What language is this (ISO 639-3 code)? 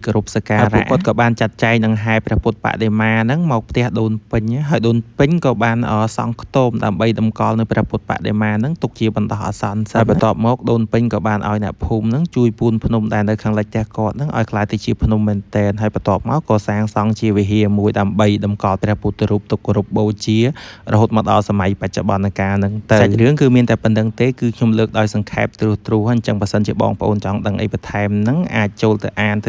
khm